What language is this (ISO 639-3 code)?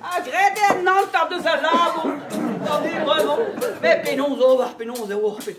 bre